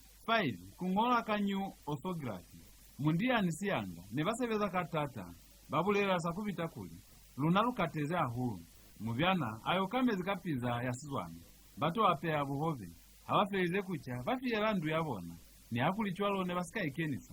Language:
Lozi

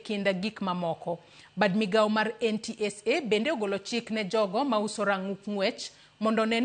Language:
Luo (Kenya and Tanzania)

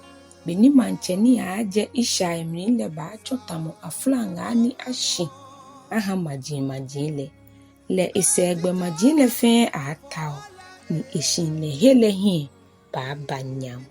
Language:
Ga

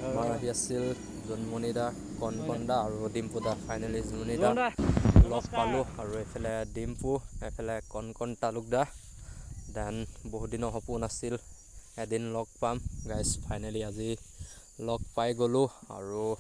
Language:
Assamese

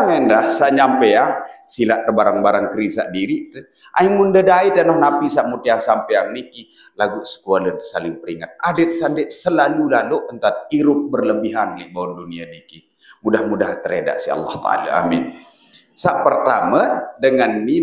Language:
Sasak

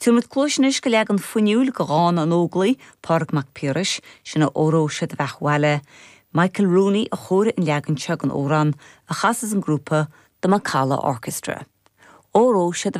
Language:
Irish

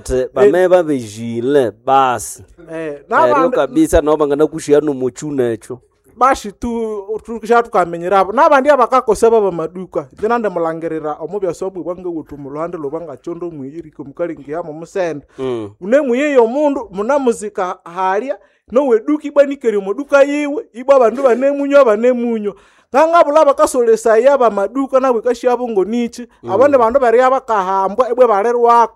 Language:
Nande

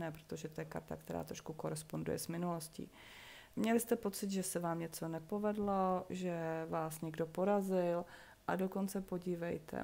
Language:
Czech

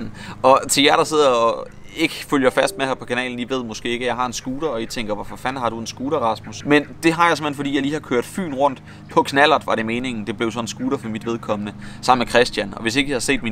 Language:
Danish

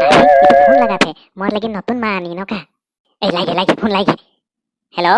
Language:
Sadri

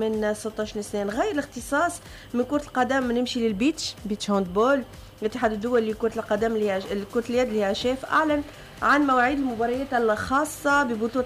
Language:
Tunisian Arabic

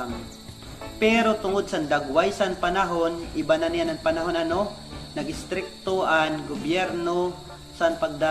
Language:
Waray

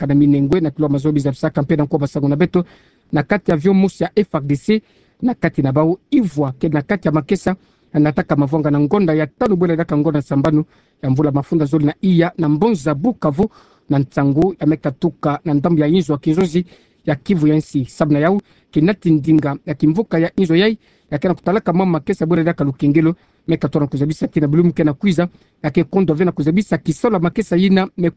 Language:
Kituba (Democratic Republic of Congo)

